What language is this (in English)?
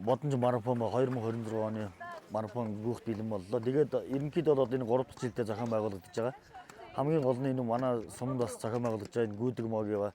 Mongolian